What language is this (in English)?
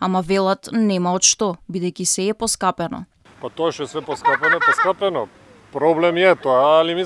Macedonian